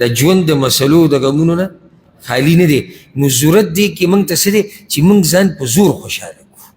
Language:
Pashto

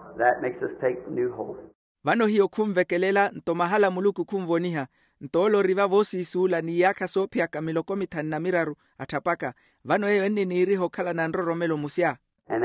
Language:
Makhuwa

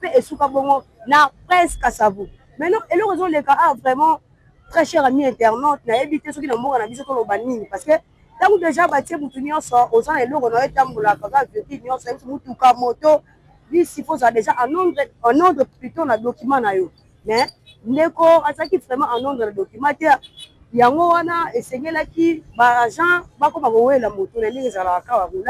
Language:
Lingala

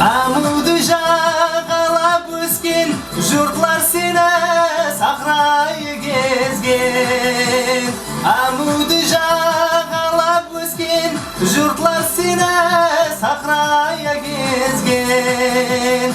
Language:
Kara-Kalpak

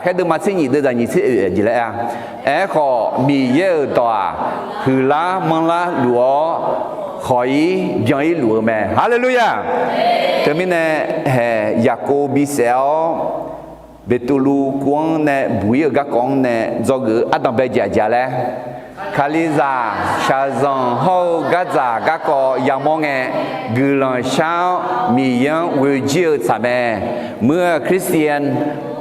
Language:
Akha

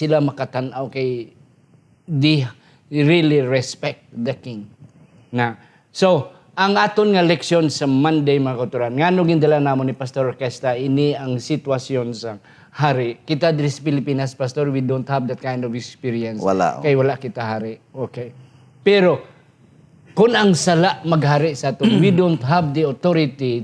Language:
Hiligaynon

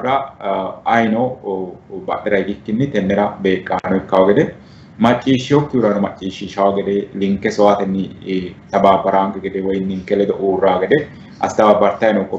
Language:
Sidamo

